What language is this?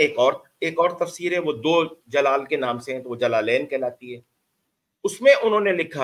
Urdu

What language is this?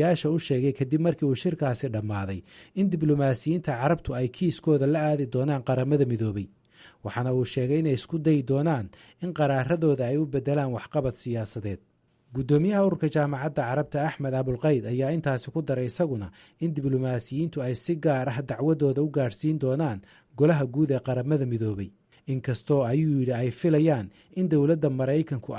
Somali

